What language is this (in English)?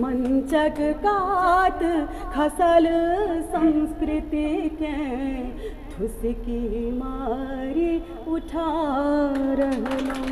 Maithili